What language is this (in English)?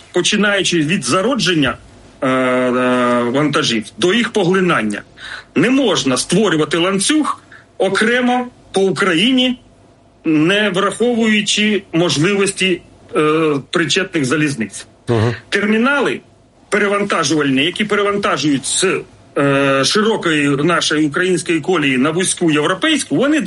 Ukrainian